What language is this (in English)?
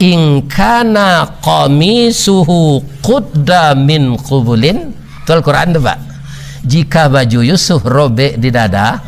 Minangkabau